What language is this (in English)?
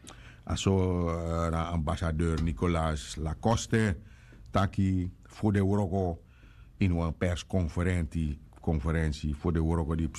Sranan Tongo